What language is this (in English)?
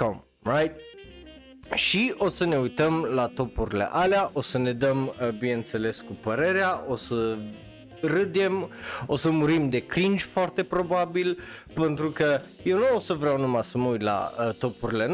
Romanian